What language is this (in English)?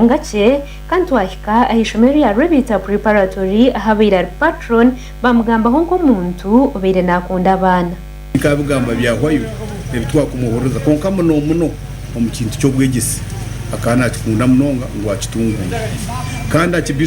Nyankole